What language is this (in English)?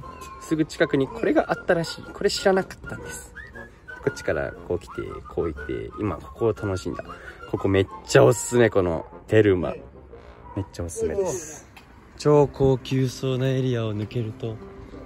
Japanese